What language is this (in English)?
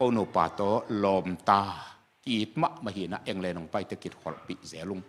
Tedim Chin